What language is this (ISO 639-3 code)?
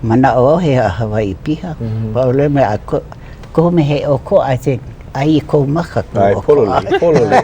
haw